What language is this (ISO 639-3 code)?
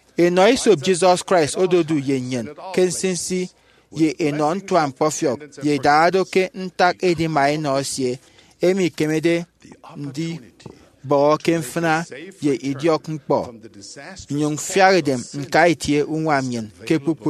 efi